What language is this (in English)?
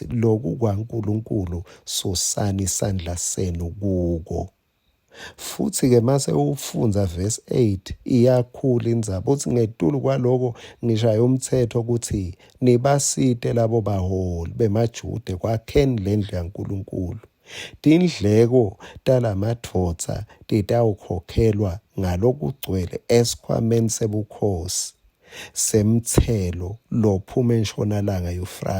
Swati